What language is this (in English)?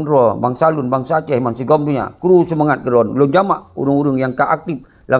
Achinese